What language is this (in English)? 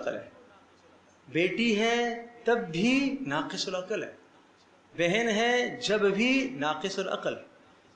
Urdu